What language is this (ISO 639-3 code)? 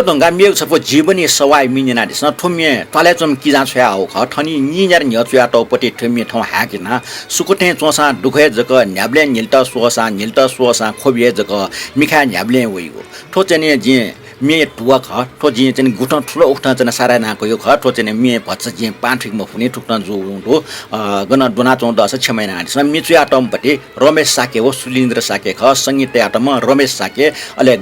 new